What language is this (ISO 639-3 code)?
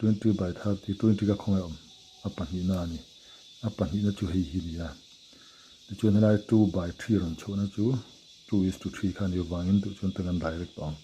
lus